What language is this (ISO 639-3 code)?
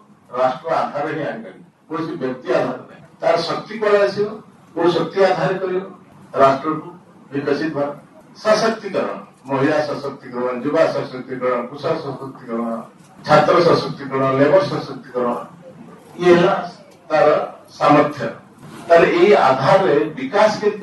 ori